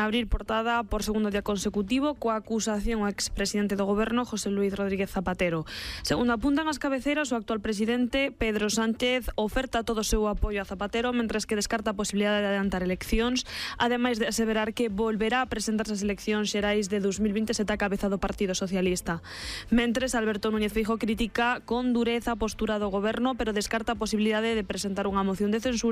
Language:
Galician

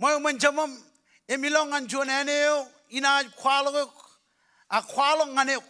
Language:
Marshallese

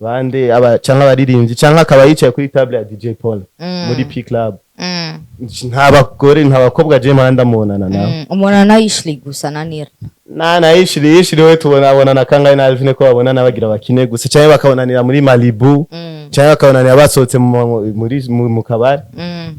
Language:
Rundi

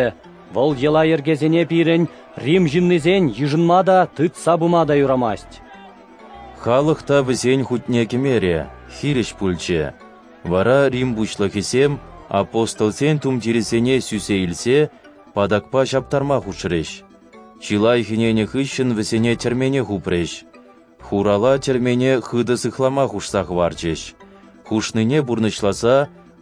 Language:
Chuvash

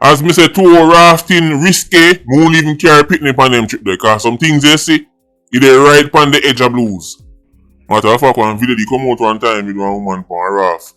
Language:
Jamaican Creole English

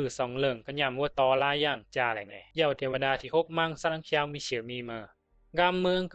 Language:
Bisu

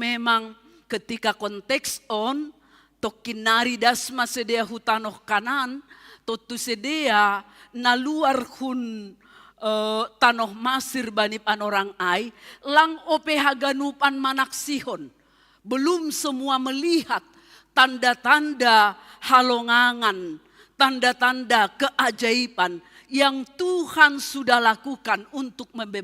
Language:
Batak Simalungun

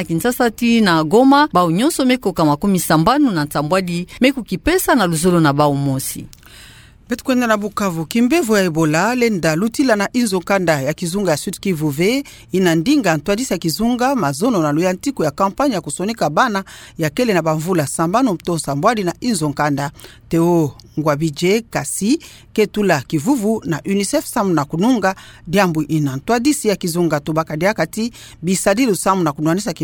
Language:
Kituba (Democratic Republic of Congo)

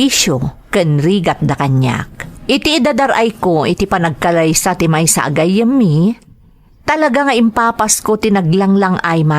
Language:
Iloko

